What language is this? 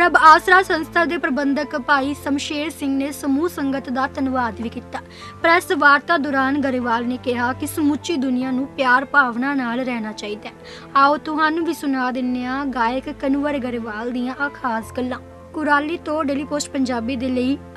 Punjabi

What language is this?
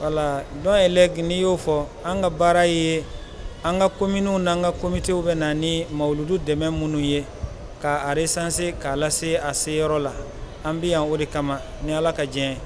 Bambara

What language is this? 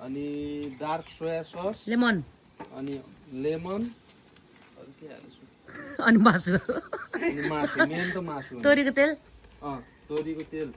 Nepali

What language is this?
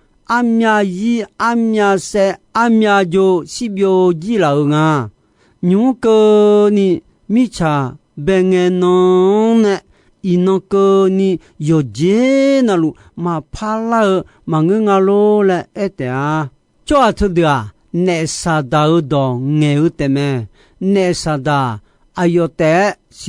Akha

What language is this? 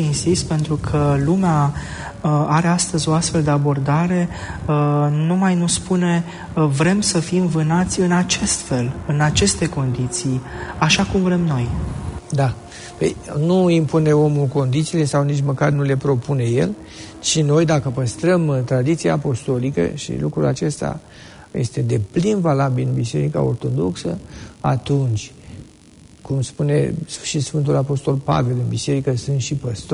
Romanian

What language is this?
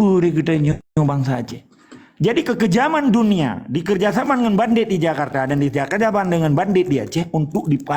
Achinese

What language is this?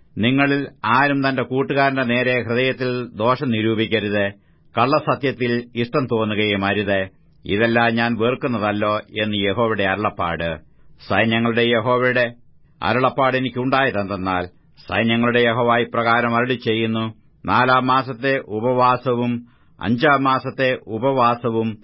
Malayalam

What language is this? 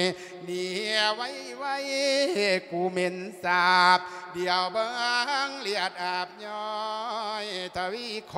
Lao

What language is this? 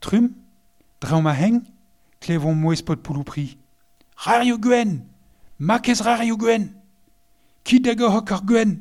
Breton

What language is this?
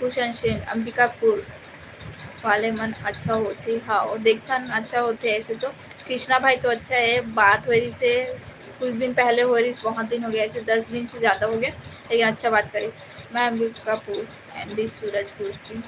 Chhattisgarhi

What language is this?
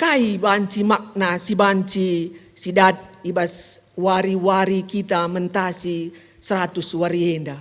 Batak Karo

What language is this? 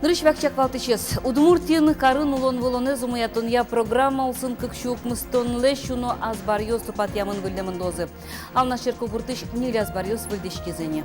Udmurt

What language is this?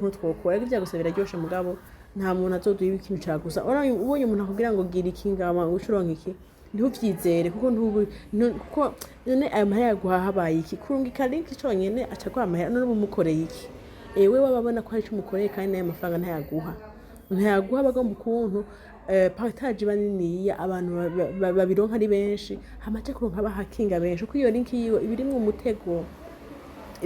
Rundi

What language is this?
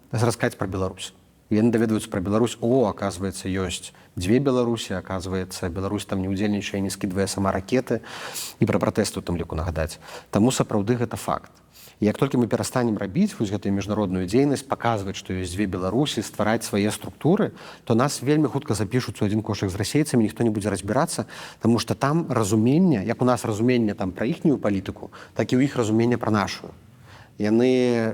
Belarusian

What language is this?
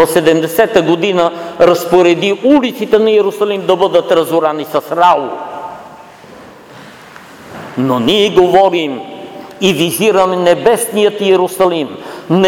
Bulgarian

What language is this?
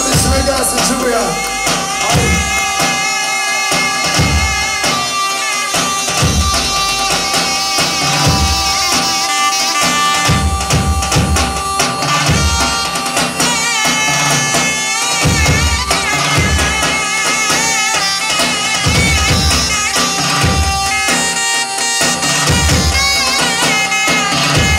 Turkish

